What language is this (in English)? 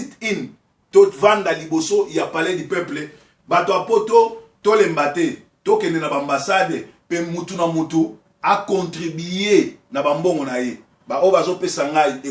Lingala